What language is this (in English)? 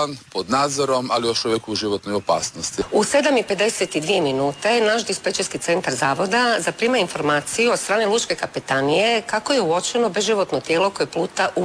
Croatian